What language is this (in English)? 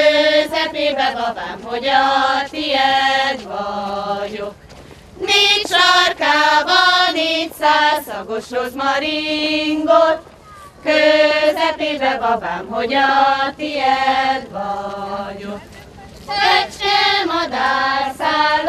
Hungarian